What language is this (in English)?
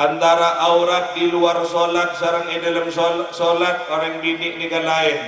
Madurese